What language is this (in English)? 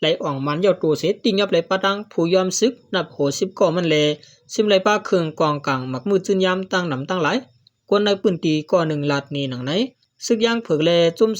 Shan